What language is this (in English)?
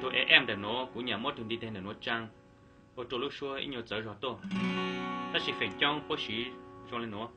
Hmong